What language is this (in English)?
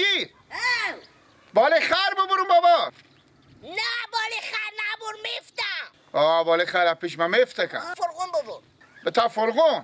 Persian